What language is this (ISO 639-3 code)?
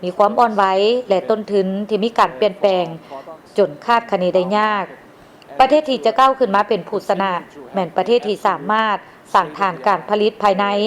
lao